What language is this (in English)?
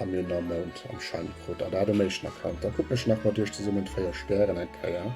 Luxembourgish